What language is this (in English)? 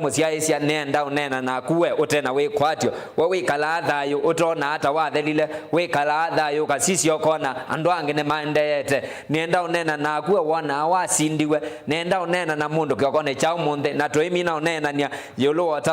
Kamba